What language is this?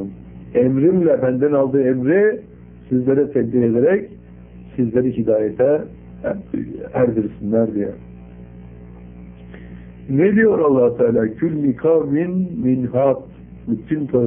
Turkish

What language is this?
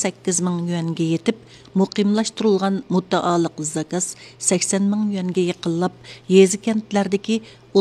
Uyghur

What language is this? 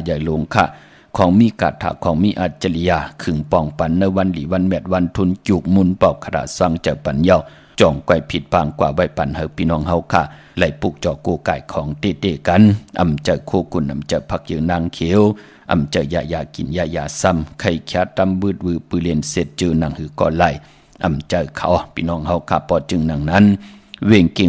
Shan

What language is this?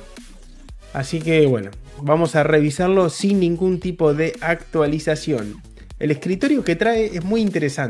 Spanish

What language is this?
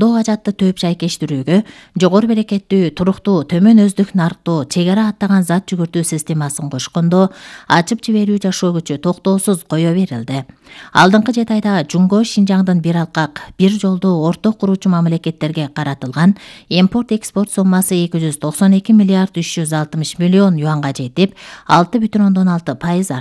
Kyrgyz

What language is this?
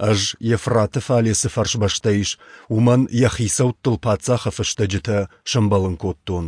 Ossetic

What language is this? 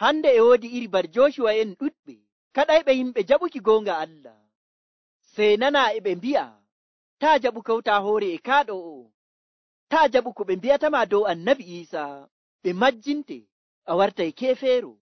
Nigerian Fulfulde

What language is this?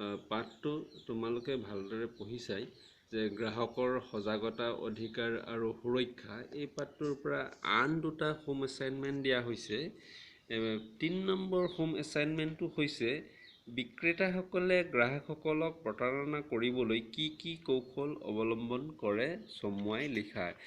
Assamese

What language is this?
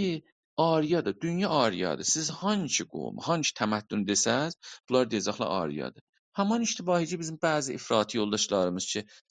South Azerbaijani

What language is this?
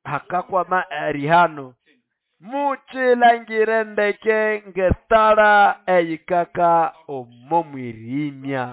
Nande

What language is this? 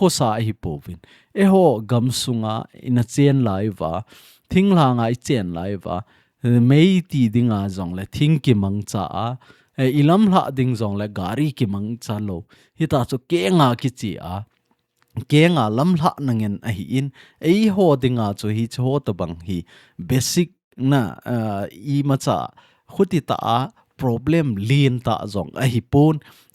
Thado Chin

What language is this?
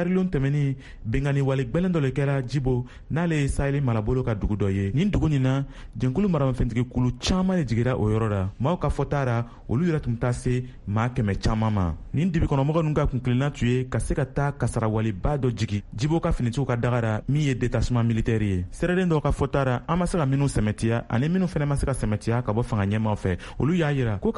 Bambara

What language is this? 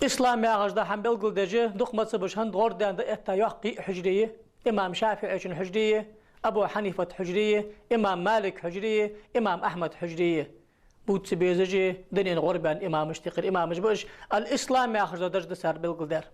Ingush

